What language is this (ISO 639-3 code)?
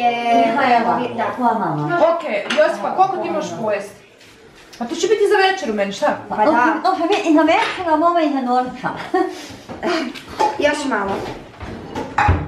hrv